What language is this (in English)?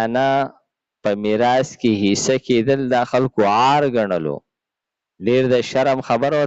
Pashto